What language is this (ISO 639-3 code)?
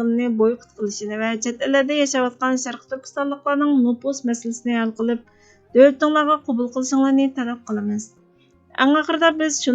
uig